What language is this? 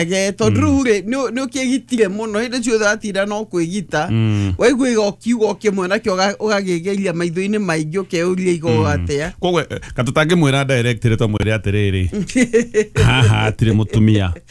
Kikuyu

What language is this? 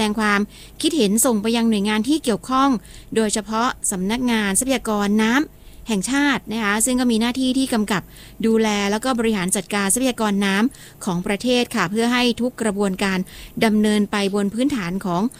Thai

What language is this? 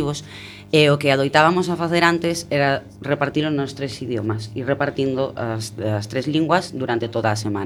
Galician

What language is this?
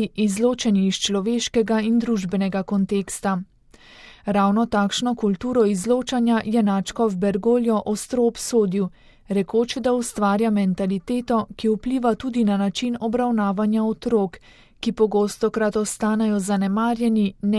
Slovenian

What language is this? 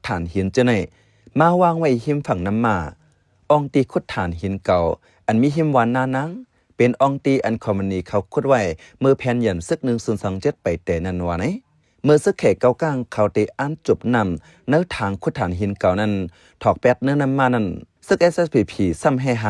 Shan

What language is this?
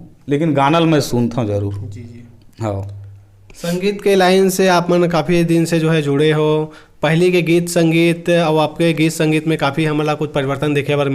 Chhattisgarhi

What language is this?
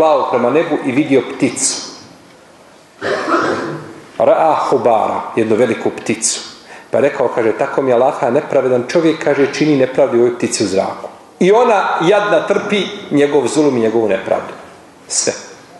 Bosnian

